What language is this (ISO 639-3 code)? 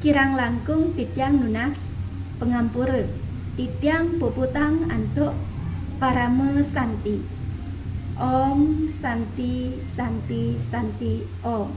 ban